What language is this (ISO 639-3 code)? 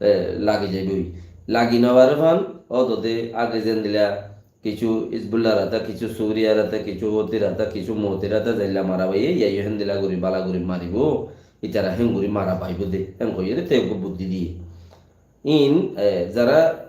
rhg